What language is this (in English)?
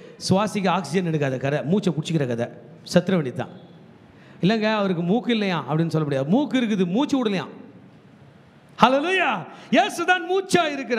Tamil